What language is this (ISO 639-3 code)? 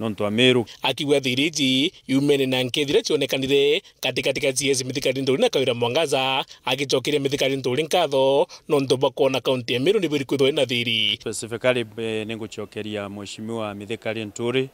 mer